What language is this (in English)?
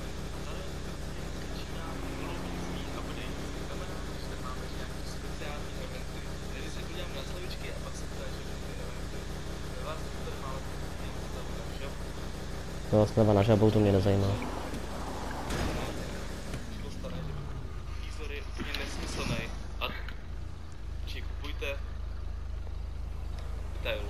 Czech